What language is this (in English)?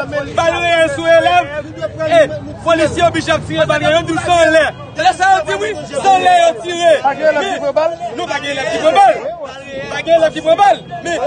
Haitian Creole